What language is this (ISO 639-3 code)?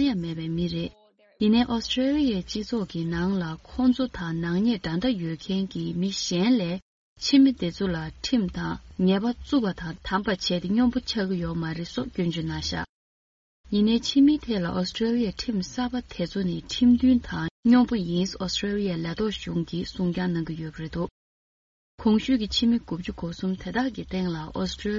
bod